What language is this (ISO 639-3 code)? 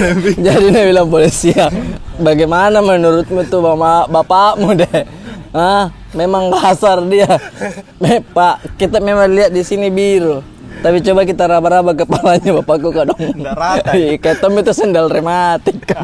mfp